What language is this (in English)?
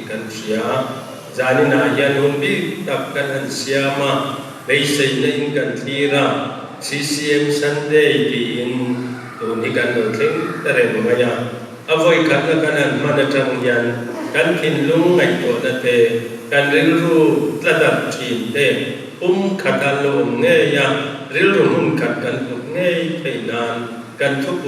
Mizo